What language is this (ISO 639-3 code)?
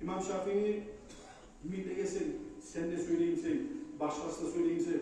kum